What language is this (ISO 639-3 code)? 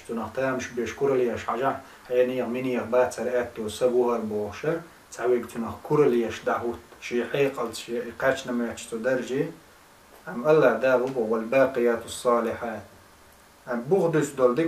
che